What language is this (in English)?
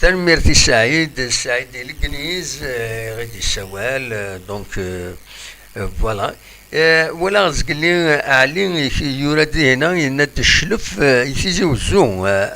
Kabyle